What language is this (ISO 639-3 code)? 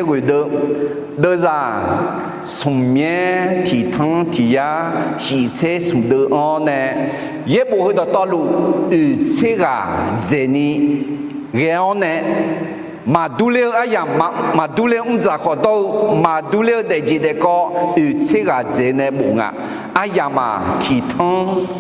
ahk